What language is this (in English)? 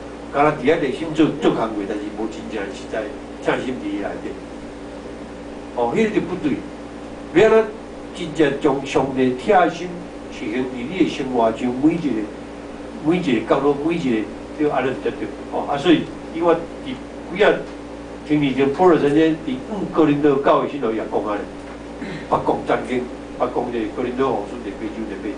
Min Nan Chinese